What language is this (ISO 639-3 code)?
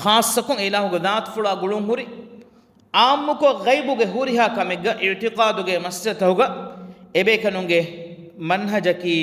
div